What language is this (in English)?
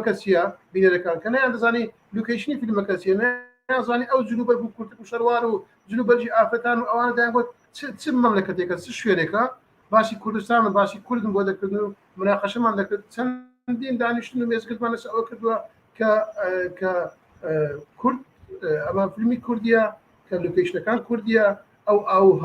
Central Kurdish